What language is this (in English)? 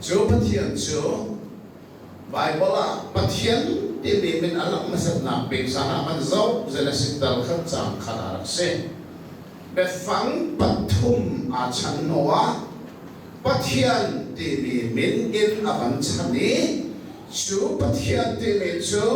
Hakha Chin